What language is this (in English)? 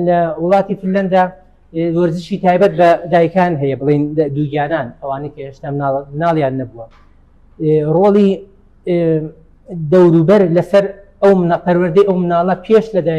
Central Kurdish